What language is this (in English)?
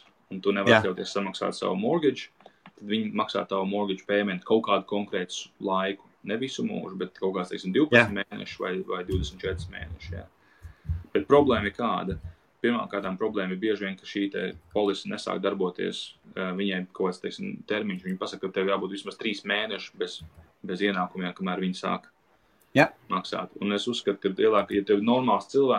Latvian